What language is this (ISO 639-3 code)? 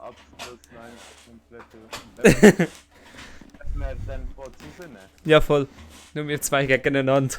gsw